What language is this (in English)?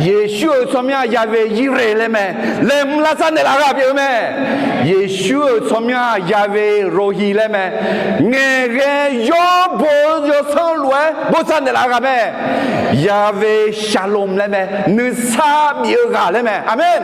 Akha